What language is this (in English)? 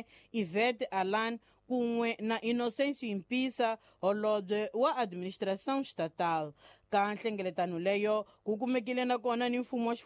Tsonga